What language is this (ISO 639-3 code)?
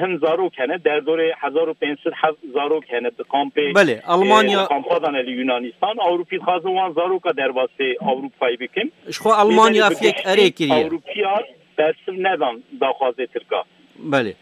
kur